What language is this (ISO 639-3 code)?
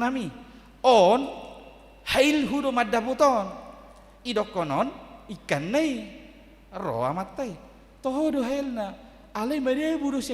bbc